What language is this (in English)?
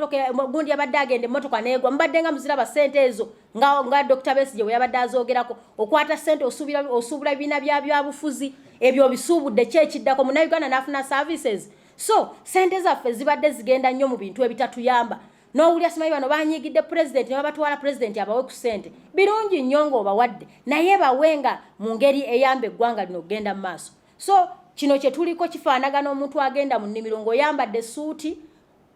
Ganda